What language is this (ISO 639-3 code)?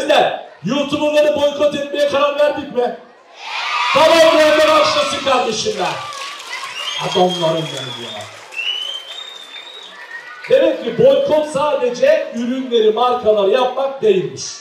tur